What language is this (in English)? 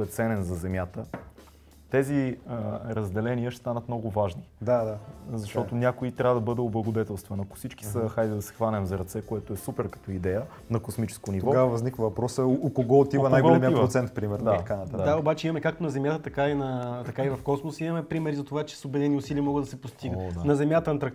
Bulgarian